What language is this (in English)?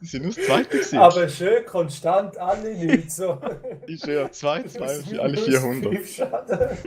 Swiss German